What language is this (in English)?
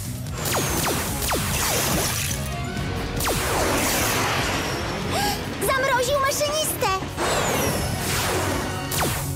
Polish